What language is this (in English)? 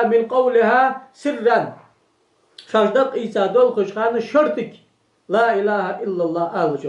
Ingush